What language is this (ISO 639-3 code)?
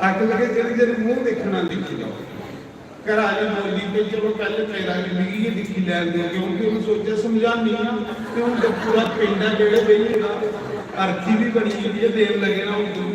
doi